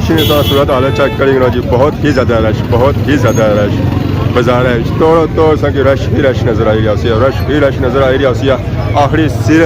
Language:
Pahari-Potwari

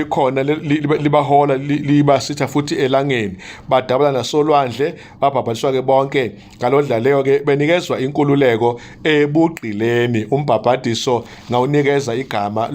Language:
Zulu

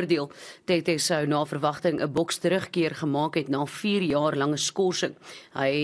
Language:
Afrikaans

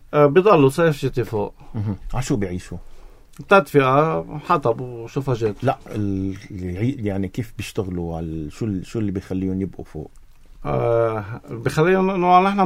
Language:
North Levantine Arabic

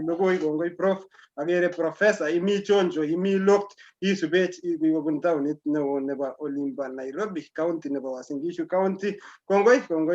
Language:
Kalenjin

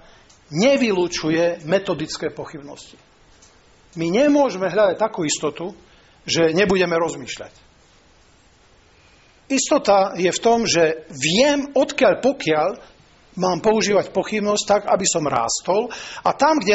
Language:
Slovak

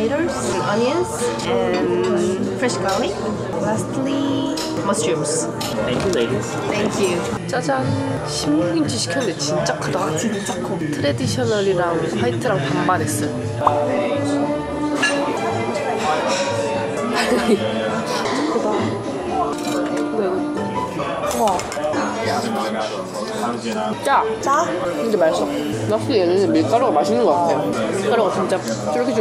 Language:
Korean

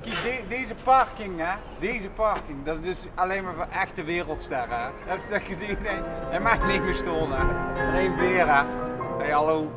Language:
Limburgish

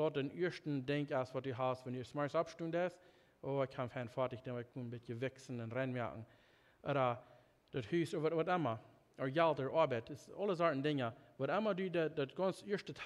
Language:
Plautdietsch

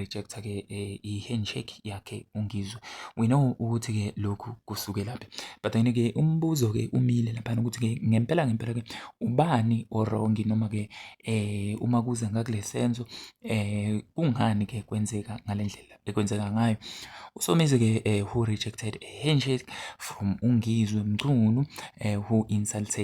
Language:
Zulu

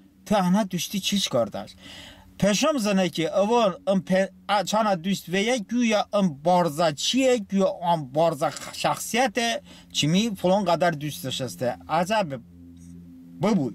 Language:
Talysh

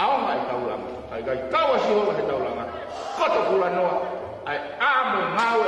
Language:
Tongan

